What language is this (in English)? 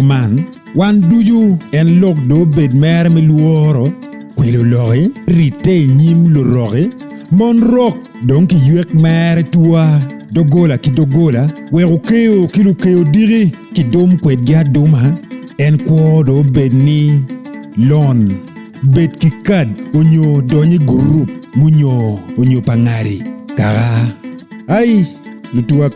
Acoli